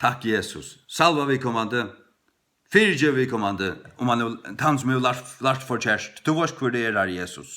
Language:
Faroese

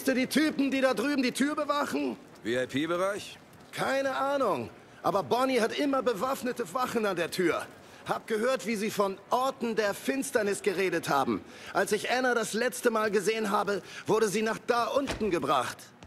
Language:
German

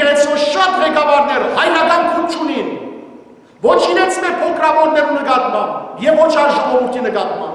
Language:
Western Armenian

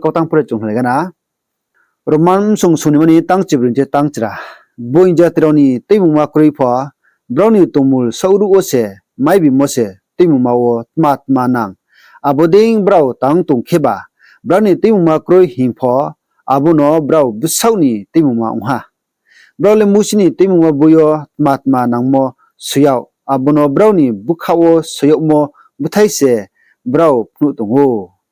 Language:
Riang (India)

